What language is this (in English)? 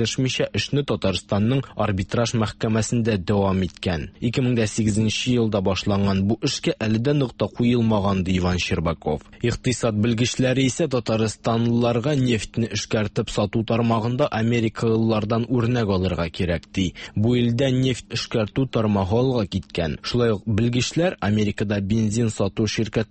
Tatar